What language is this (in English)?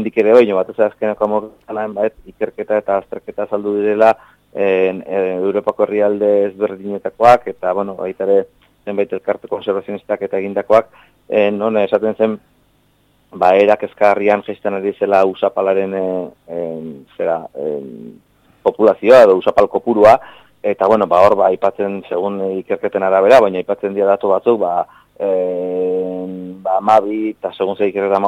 Basque